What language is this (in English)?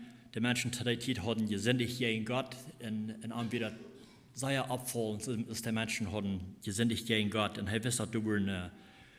Plautdietsch